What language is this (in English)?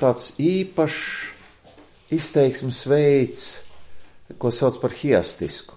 Latvian